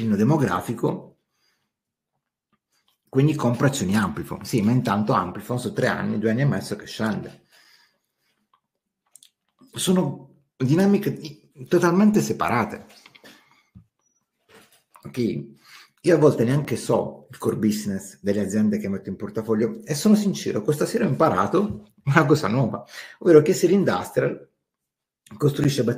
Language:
Italian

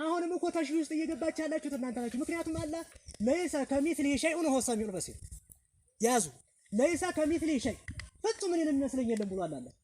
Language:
Amharic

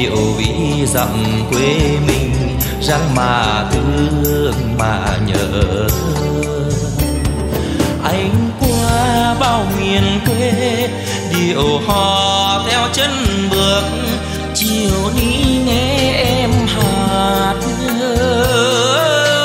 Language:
Vietnamese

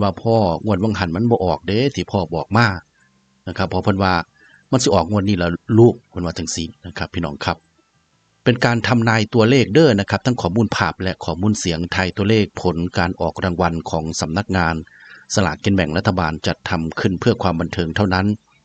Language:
Northeastern Thai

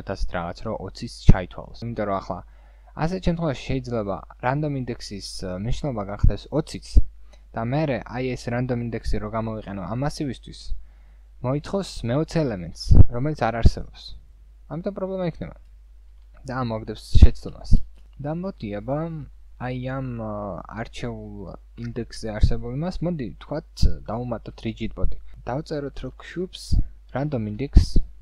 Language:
Georgian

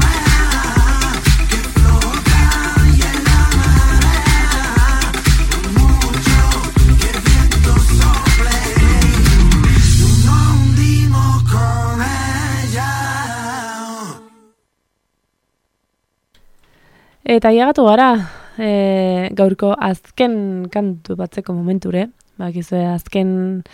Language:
Basque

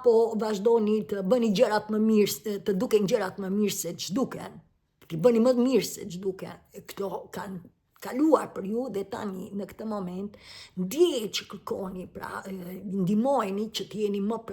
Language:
Albanian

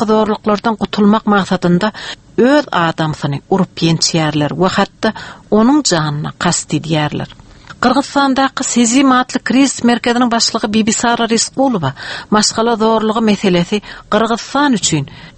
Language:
Turkmen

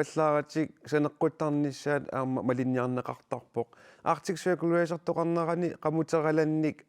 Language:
Kalaallisut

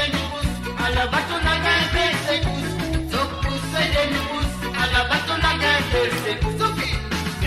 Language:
Morisyen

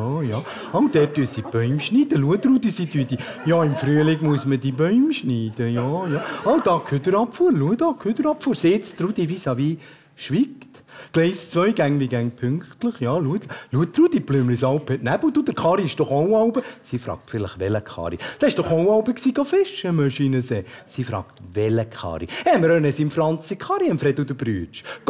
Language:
Swiss German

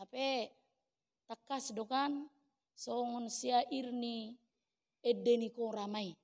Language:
Batak Toba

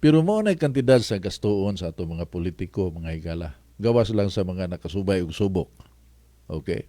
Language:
Cebuano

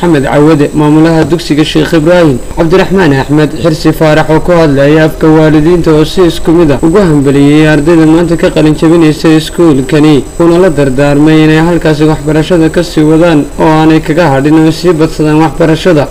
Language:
Somali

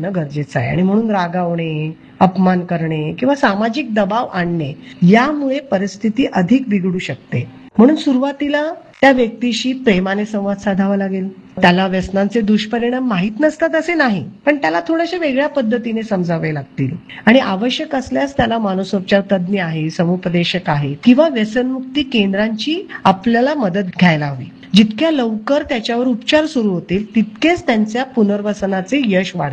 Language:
Marathi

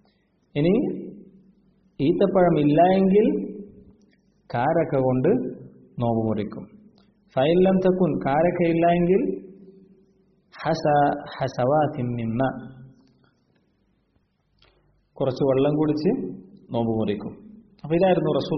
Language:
Malayalam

